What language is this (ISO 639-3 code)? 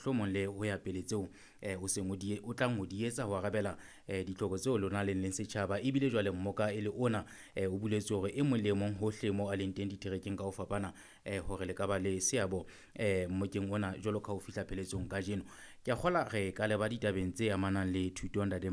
sot